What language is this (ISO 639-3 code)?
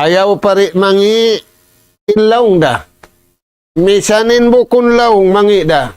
tsg